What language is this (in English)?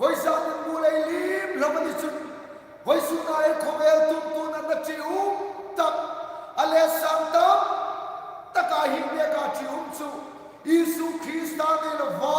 Hmar